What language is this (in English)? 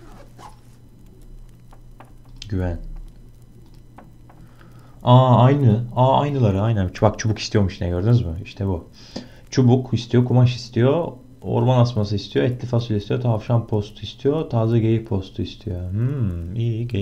Turkish